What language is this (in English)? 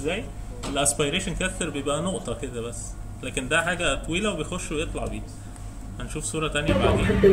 Egyptian Arabic